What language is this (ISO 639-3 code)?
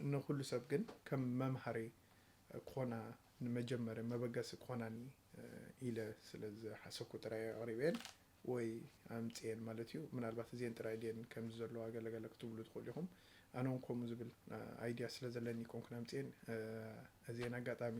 tir